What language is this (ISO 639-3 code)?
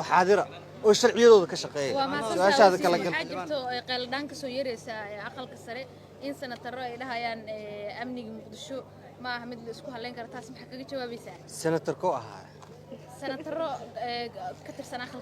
som